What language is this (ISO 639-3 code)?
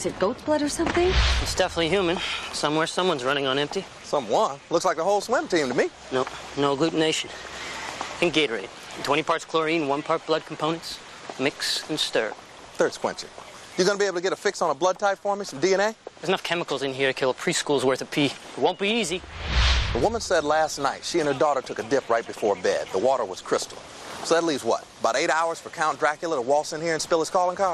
eng